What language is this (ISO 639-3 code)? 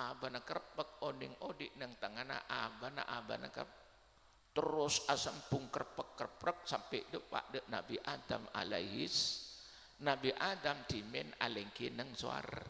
mad